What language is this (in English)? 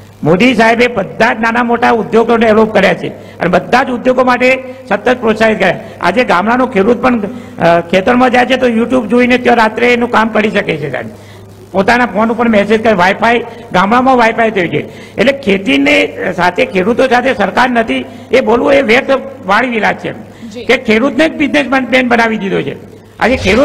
Gujarati